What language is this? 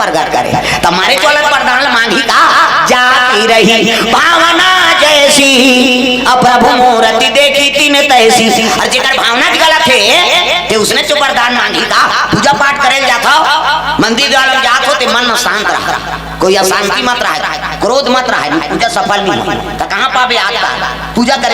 Chhattisgarhi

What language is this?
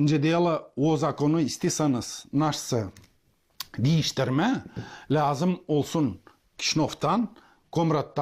Gagauz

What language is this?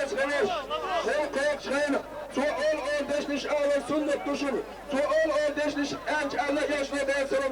Chechen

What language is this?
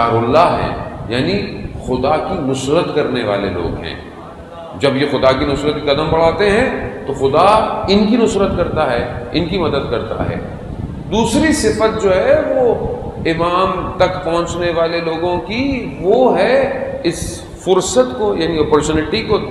Urdu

